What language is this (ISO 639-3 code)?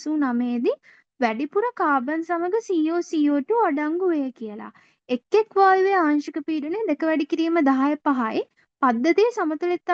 sin